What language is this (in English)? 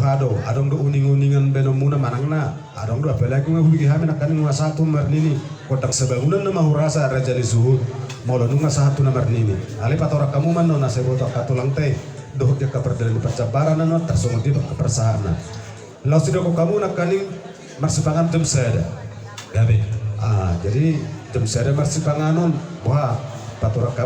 Batak Toba